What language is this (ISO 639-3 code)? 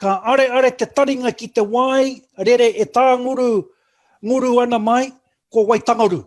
mri